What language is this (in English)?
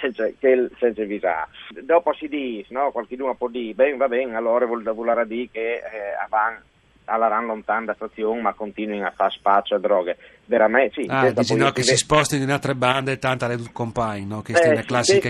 Friulian